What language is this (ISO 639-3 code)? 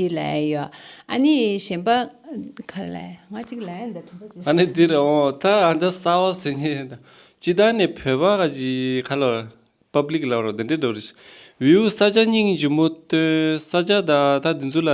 bod